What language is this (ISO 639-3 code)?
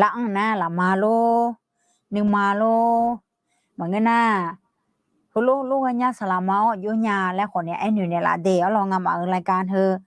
ahk